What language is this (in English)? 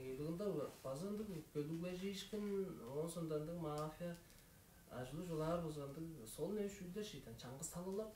Tuvinian